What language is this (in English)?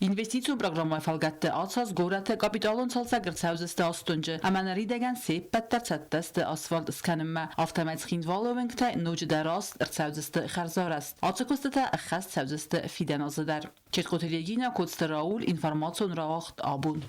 Ossetic